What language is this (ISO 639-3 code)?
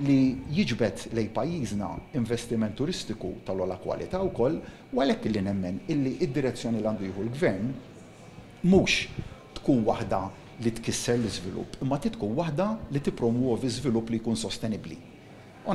mlt